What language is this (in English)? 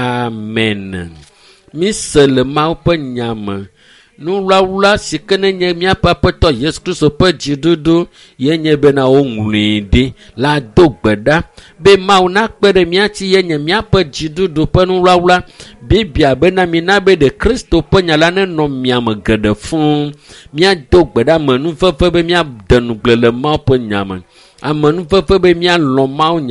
Ewe